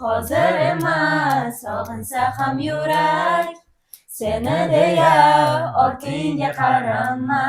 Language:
Uzbek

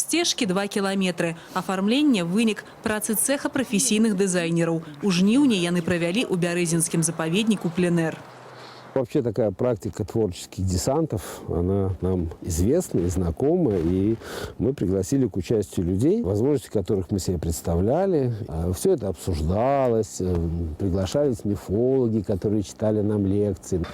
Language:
Belarusian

